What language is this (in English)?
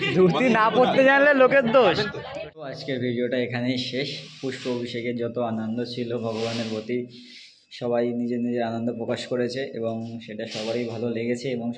Bangla